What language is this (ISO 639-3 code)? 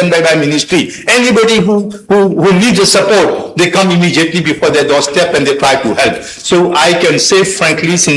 mfe